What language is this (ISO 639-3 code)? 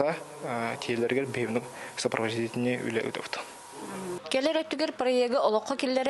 sah